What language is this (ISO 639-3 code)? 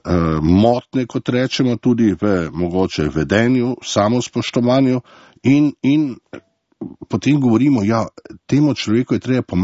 slv